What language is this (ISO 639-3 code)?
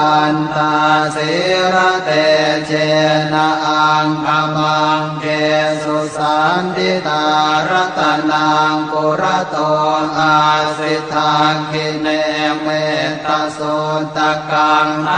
pli